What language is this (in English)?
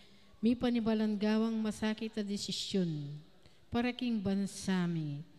Pampanga